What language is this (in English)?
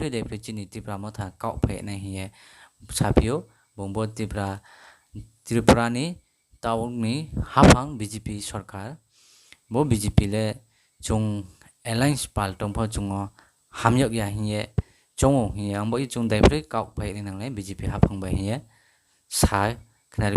Kok Borok